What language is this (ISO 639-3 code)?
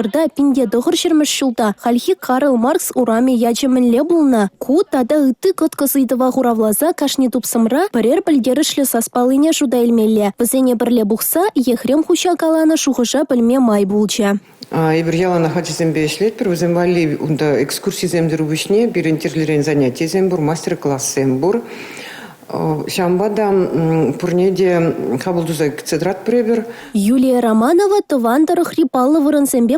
chv